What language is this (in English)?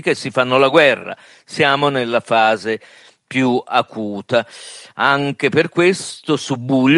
Italian